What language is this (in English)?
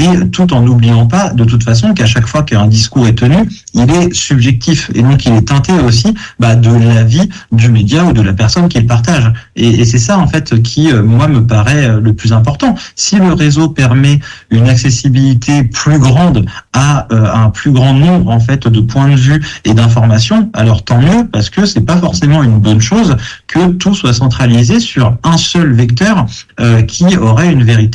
French